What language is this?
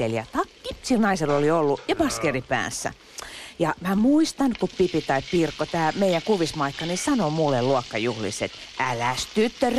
Finnish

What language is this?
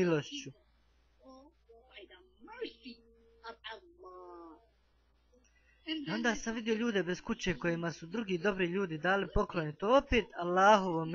Bosnian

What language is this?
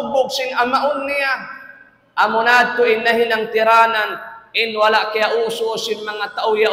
Tausug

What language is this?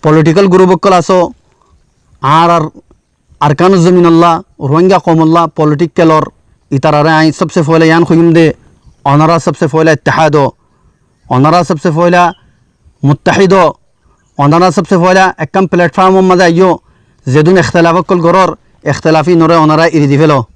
Rohingya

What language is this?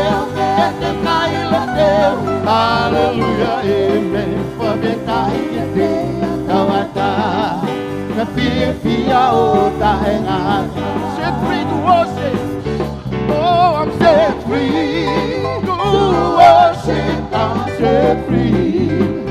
Tongan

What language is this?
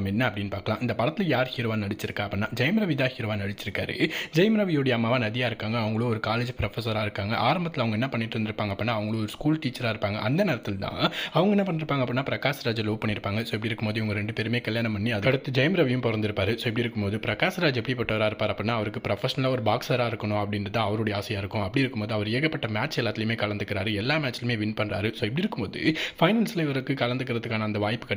Tamil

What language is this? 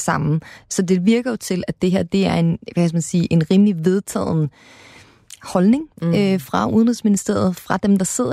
Danish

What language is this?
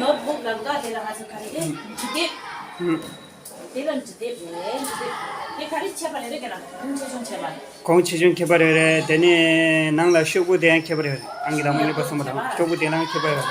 Tibetan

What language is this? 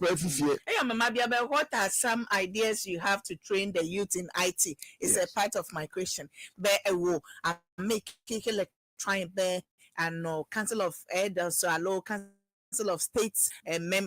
Ewe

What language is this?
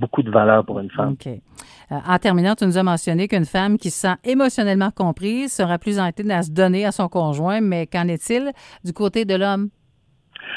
French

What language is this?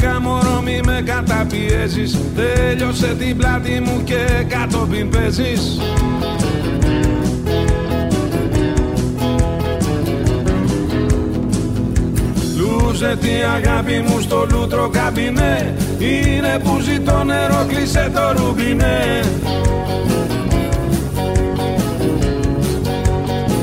Greek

